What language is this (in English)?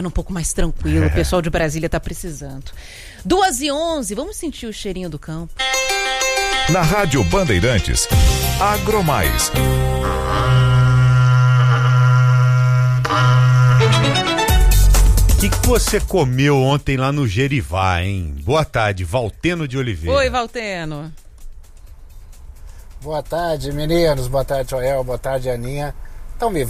Portuguese